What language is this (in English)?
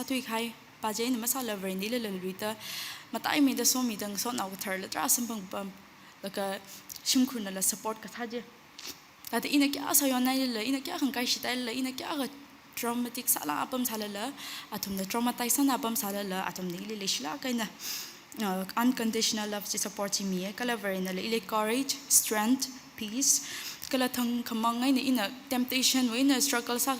Tangkhul Naga (India)